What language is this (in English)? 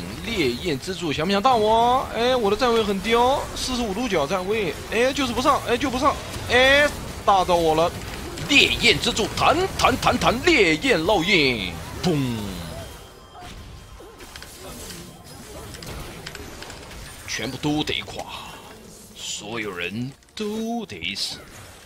Chinese